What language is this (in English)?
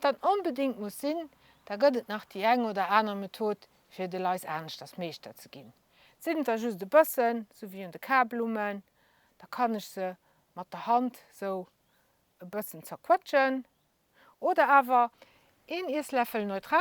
Luxembourgish